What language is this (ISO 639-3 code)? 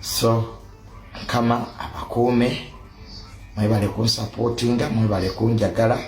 lug